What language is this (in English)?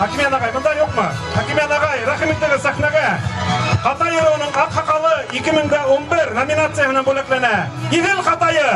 Bashkir